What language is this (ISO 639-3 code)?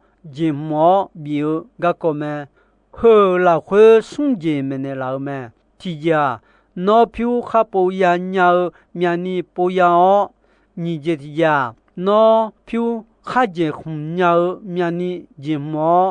ahk